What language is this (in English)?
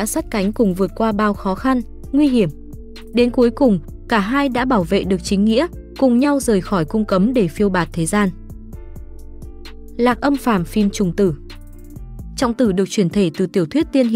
Vietnamese